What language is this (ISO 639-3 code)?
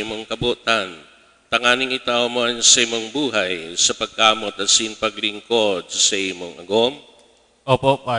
bik